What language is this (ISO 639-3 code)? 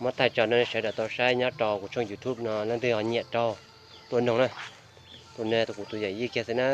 hmn